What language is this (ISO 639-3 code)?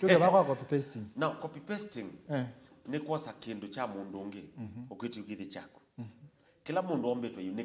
kam